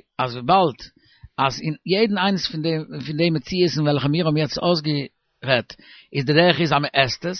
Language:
Yiddish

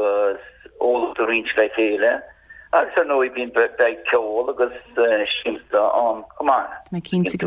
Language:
Irish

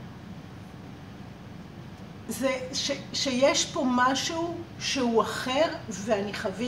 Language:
Hebrew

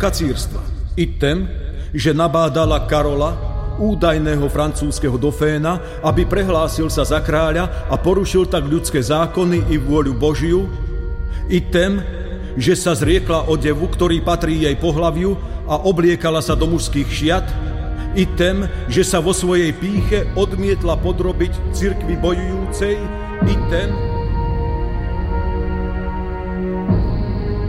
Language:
Slovak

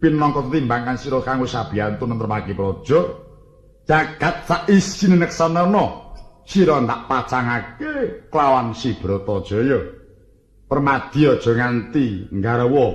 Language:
Javanese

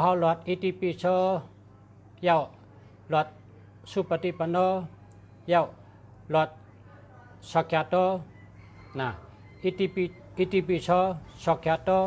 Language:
Shan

